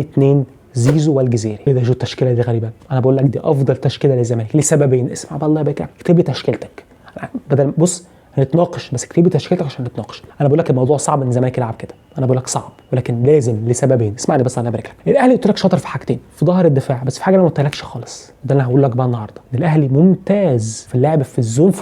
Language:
Egyptian Arabic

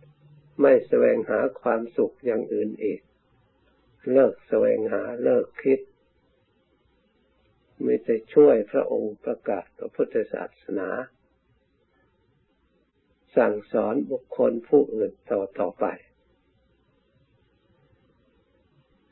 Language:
Thai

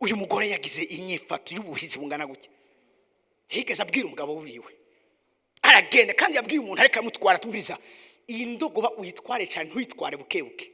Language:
Rundi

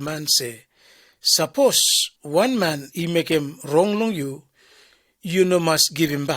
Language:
Bislama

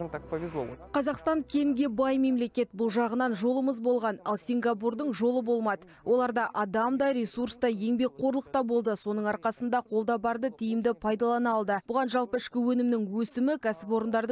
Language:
Kazakh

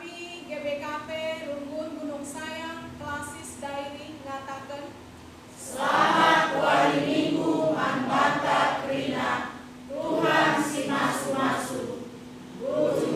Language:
Batak Karo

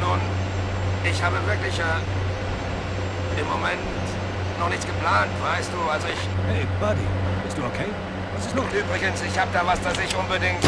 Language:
Bavarian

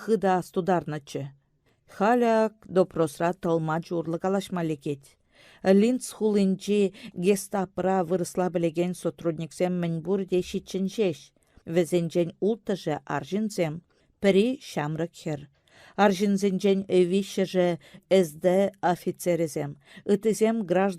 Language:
Chuvash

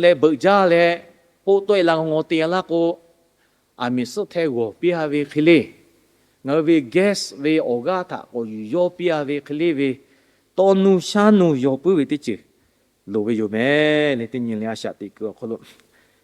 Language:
Lahu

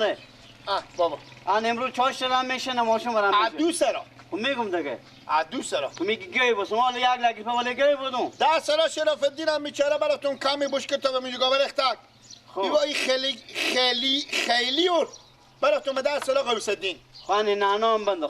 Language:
Persian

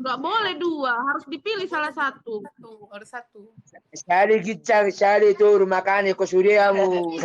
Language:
Batak Toba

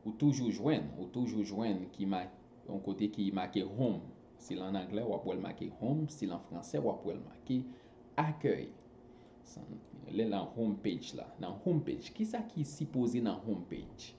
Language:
Haitian Creole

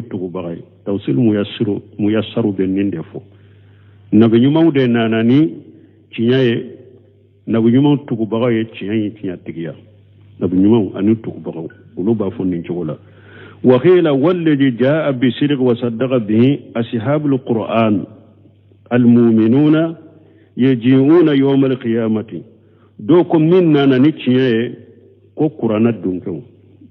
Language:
Bambara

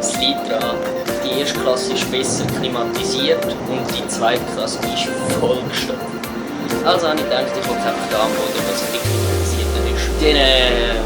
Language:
Swiss German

